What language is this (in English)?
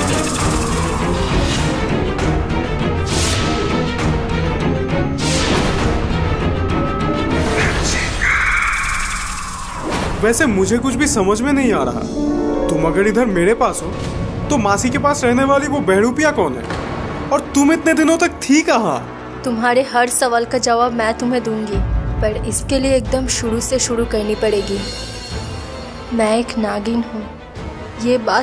Hindi